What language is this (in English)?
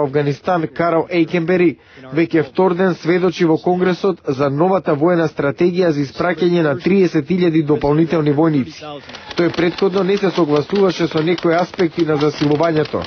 Macedonian